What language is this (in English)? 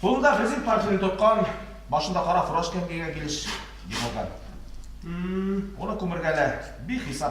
Bashkir